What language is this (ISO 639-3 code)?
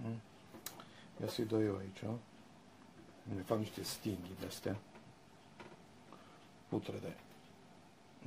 ron